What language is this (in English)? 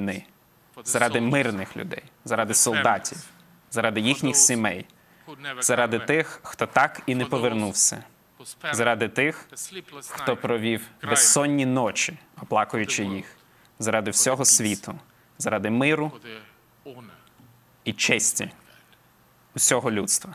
Ukrainian